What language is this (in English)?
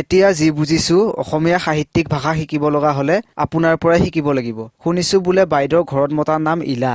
Assamese